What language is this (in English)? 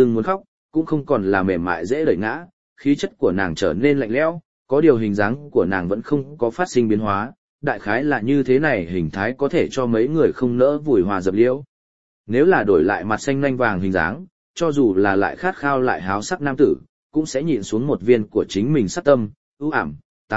Vietnamese